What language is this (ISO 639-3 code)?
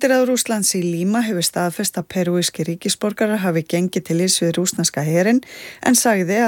isl